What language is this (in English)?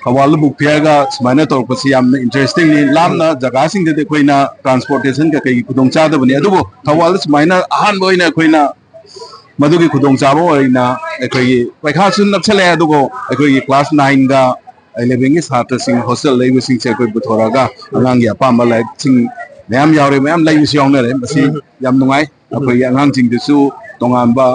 Manipuri